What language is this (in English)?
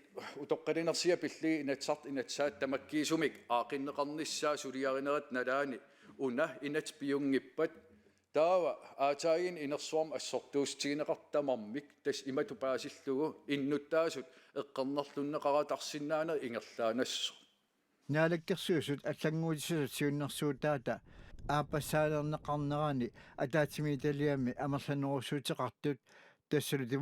Kalaallisut